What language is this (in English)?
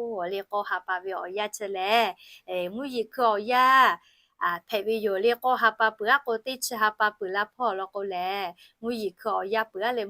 Lahu